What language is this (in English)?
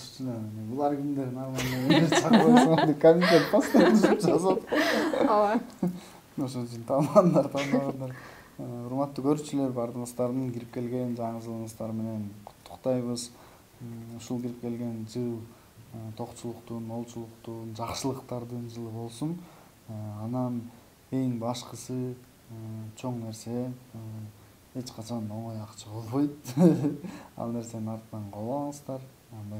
Kyrgyz